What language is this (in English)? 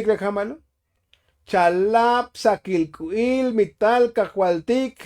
Tzotzil